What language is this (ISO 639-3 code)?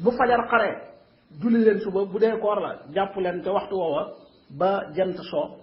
wol